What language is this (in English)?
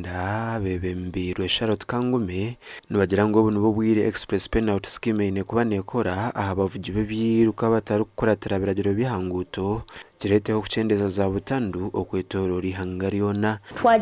Nyankole